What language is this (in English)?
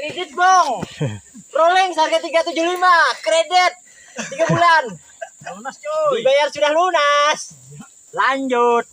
Banjar